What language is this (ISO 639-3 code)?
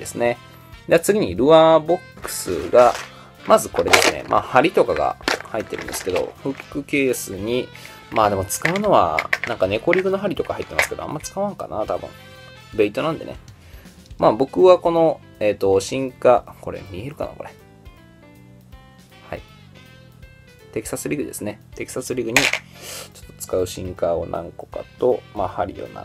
jpn